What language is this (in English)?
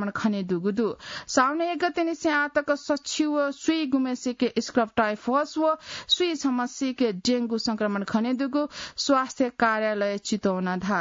Newari